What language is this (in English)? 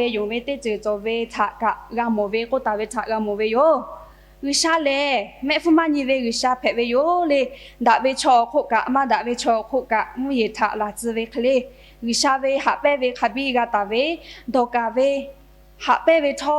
Lahu